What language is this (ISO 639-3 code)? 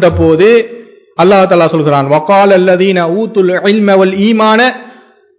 tam